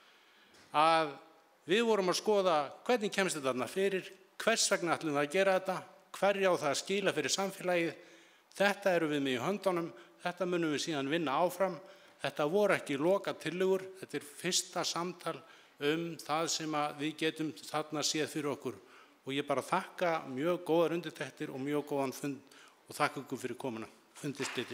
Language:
Icelandic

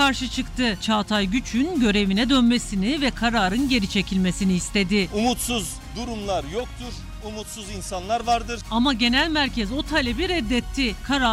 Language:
Turkish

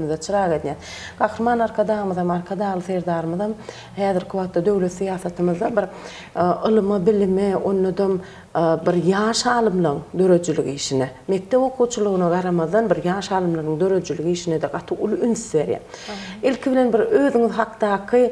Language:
Turkmen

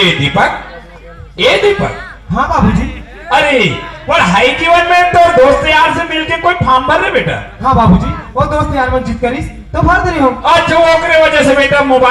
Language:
Chhattisgarhi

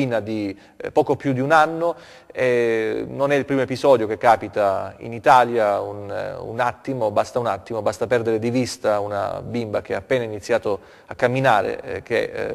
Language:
Italian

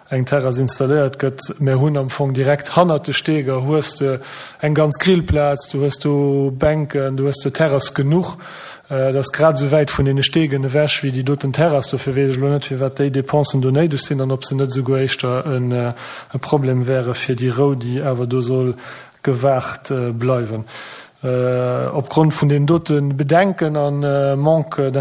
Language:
Luxembourgish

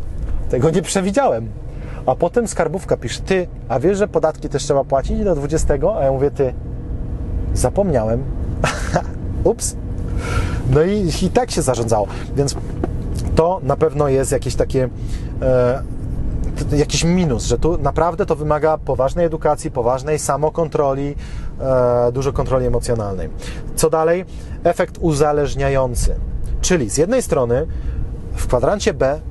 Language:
Polish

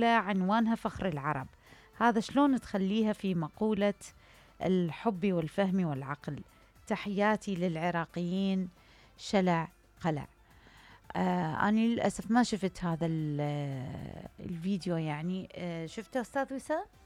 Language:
Mesopotamian Arabic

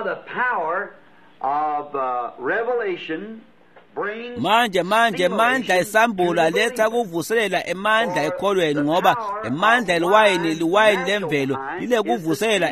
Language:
Swati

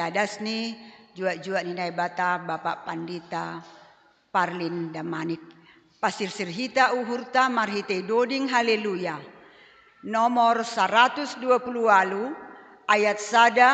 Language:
Batak Simalungun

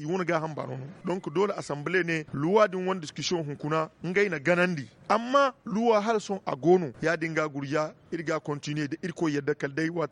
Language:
Zarma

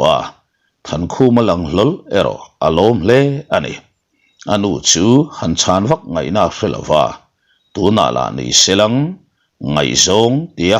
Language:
Mizo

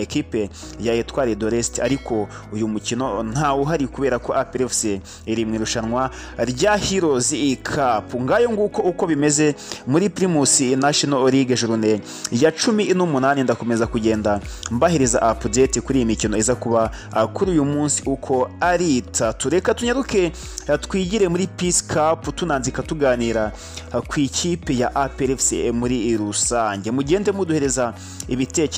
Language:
Kinyarwanda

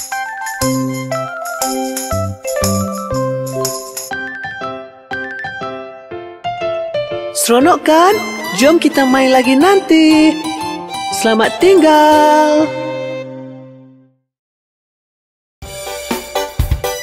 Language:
Malay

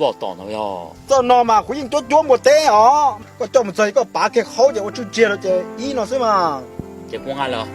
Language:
Hmong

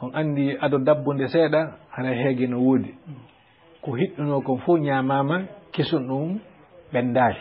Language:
Fula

